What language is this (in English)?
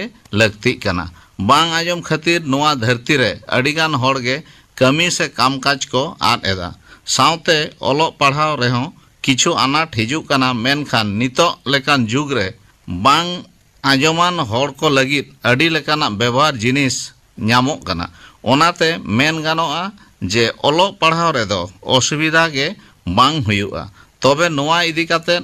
Santali